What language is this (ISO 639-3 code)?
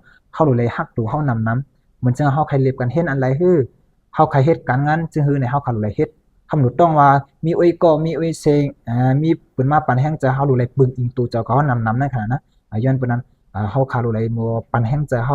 shn